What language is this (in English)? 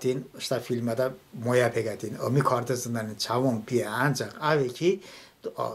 Talysh